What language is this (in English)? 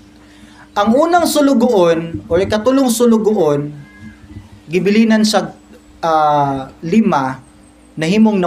Cebuano